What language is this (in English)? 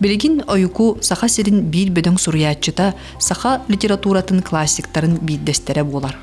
Yakut